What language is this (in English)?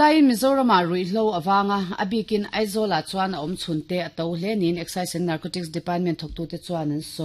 Mizo